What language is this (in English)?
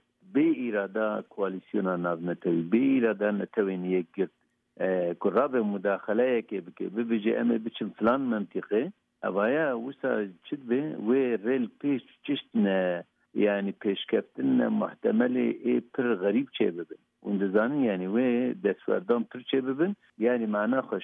Kurdish